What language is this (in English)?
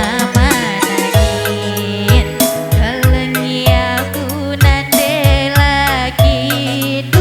Batak Karo